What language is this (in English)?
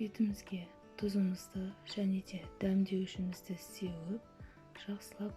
Kazakh